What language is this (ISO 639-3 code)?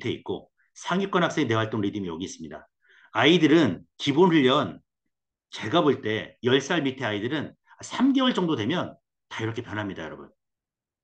kor